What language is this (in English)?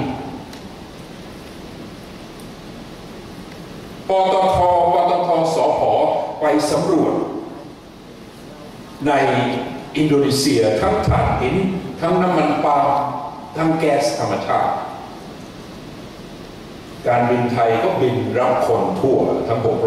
Thai